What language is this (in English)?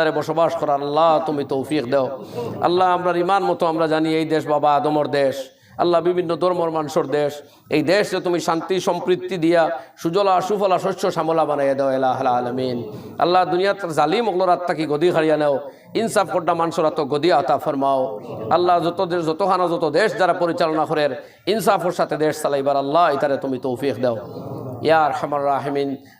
Sylheti